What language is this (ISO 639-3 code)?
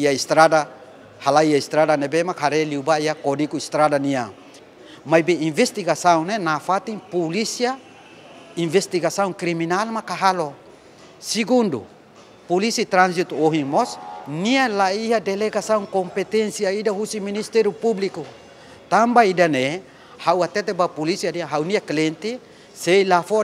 tet